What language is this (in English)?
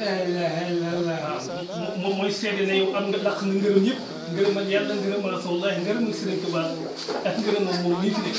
Wolof